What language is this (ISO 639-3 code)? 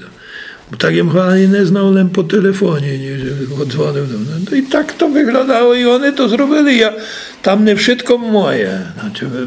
rue